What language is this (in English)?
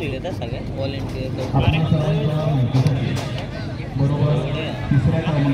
Marathi